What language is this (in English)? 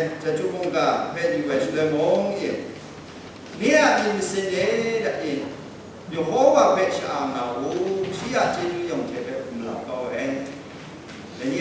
Kachin